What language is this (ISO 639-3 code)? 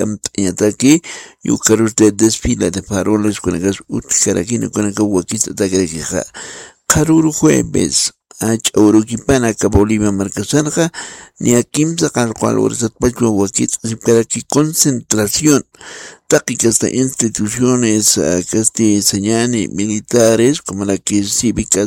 aym